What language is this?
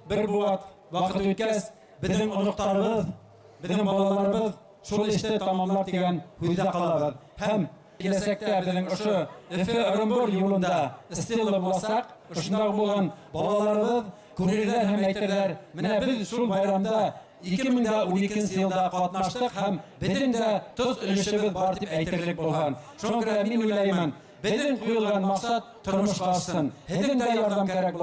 Bashkir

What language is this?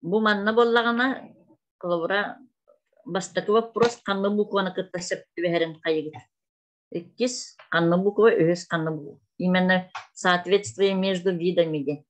Yakut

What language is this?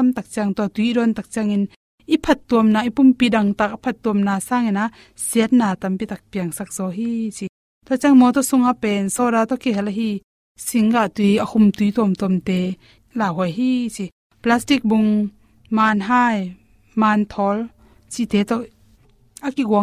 Tedim Chin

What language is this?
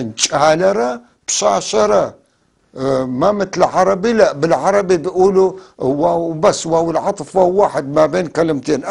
North Levantine Arabic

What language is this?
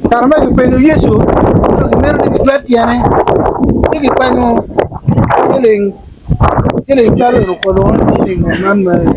Acoli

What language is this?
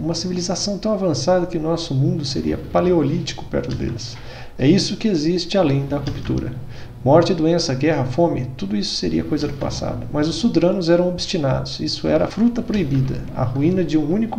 Portuguese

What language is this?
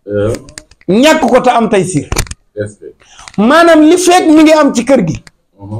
Wolof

